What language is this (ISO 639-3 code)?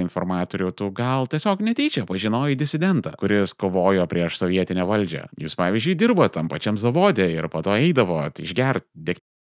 lit